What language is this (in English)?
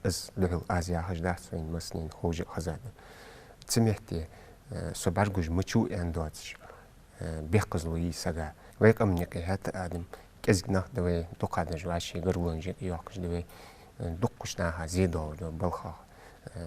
Ingush